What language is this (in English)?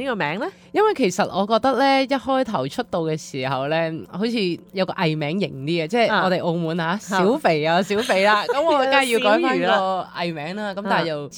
Cantonese